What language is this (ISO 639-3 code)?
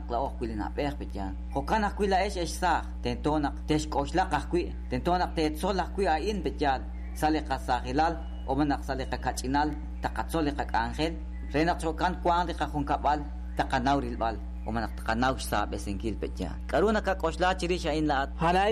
kek